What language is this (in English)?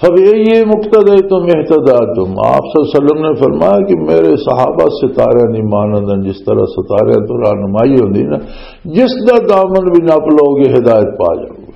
Western Panjabi